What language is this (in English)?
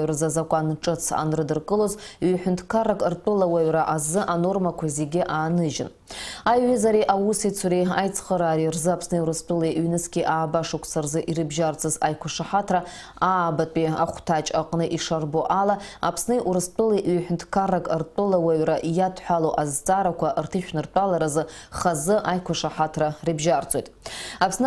Abkhazian